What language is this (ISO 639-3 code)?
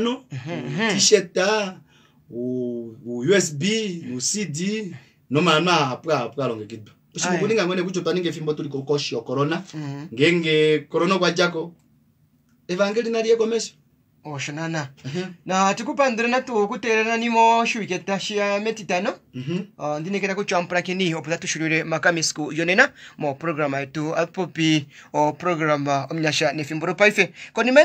kua